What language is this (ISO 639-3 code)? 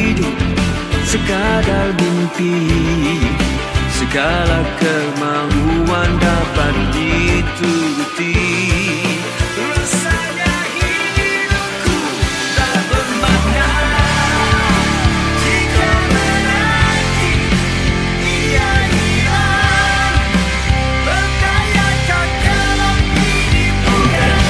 msa